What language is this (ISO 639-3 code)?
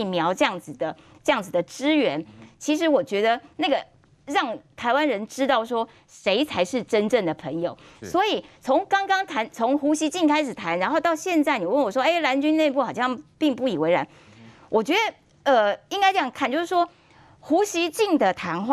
zho